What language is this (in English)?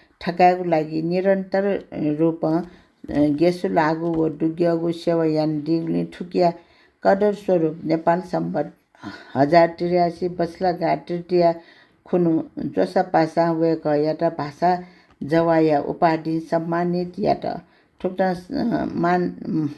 Newari